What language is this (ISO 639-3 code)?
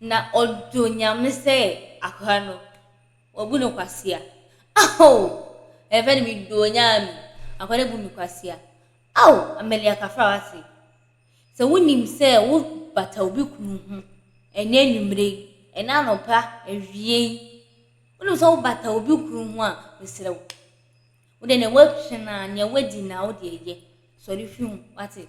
aka